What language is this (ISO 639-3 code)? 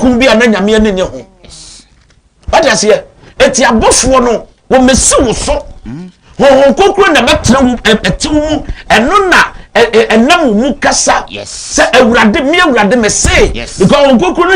aka